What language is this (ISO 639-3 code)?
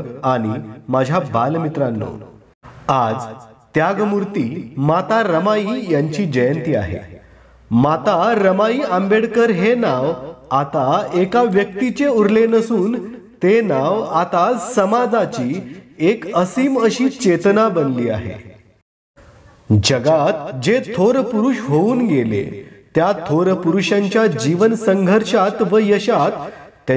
mar